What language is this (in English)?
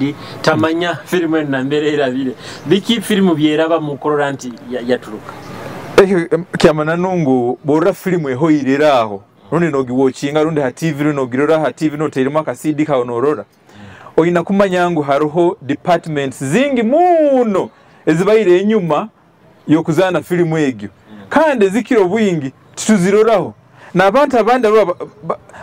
Nyoro